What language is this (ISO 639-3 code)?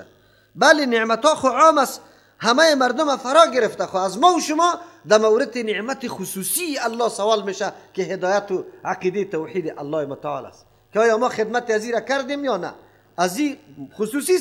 fas